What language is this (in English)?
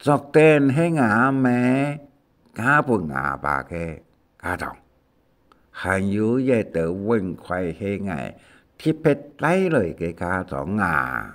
Hakka Chinese